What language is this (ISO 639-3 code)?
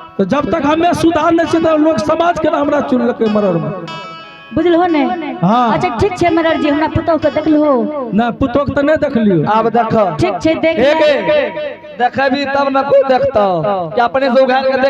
anp